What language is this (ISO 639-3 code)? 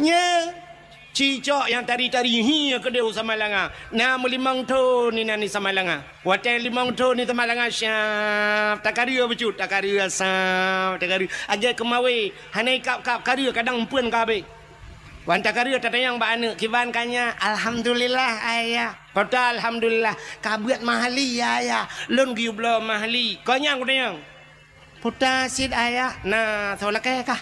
ace